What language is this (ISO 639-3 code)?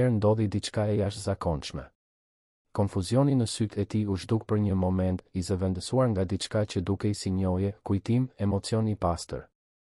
sqi